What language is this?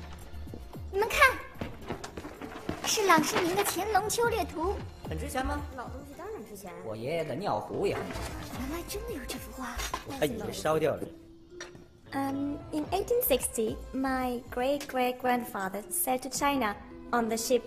Chinese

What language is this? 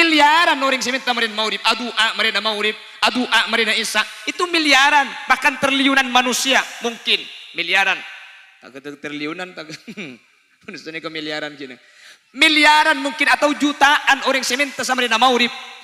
Madurese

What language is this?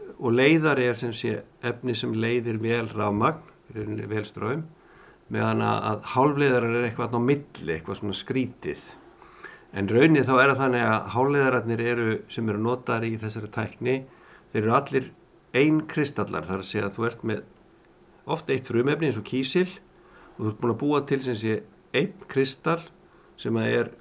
Icelandic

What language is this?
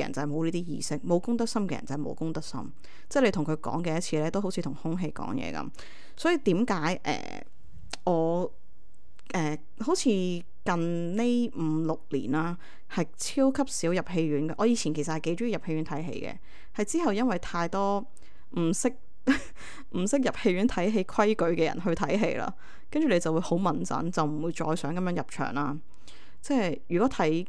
Cantonese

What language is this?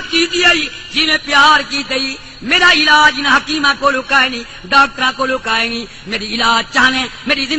Saraiki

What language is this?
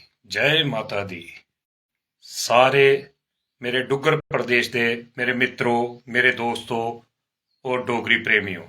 Dogri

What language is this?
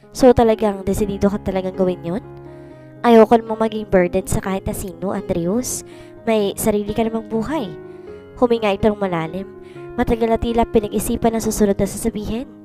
Filipino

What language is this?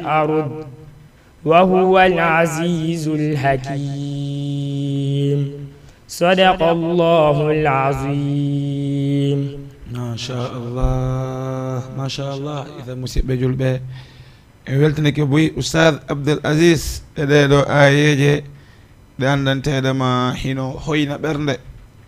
Fula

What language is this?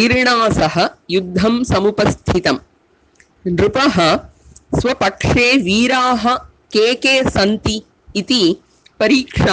Sanskrit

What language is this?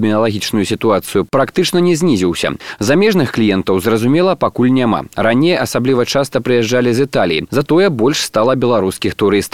Belarusian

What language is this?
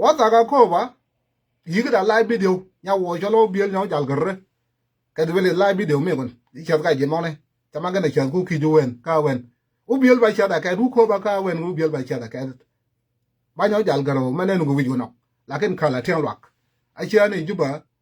Nuer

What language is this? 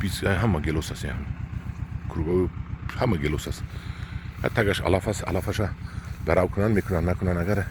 Tajik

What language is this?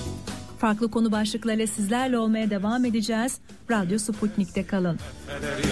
Turkish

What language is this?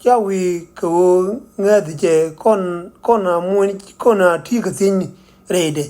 Nuer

